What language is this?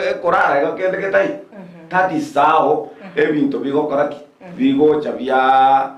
Gusii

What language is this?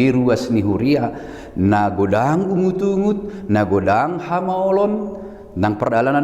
Batak Toba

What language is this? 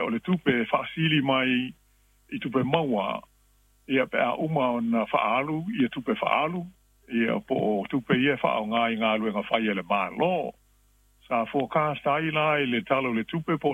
Samoan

